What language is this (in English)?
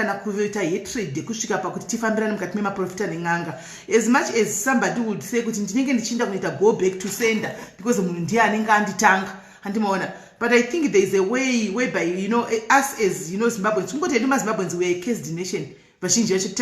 Shona